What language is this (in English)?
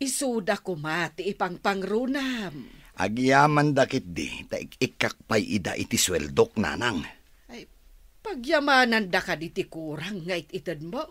Iloko